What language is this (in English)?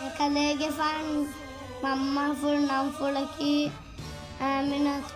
Divehi